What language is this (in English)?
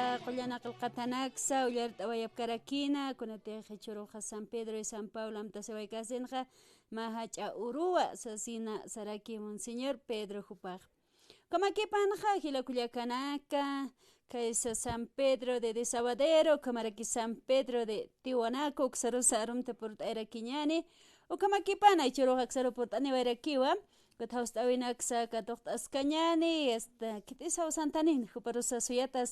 Aymara